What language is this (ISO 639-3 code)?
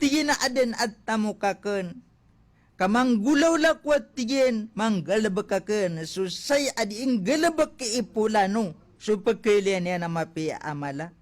mrw